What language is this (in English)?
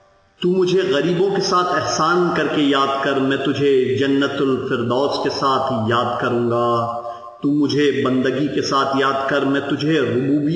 Urdu